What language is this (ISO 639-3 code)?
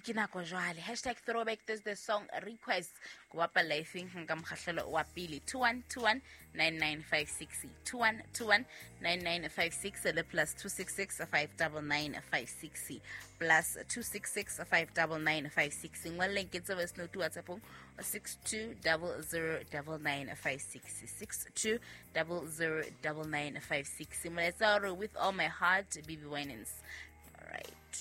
sot